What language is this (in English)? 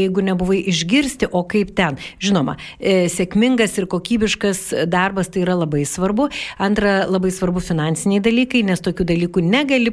Lithuanian